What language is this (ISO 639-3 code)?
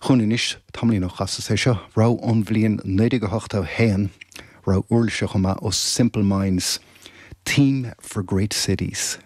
gle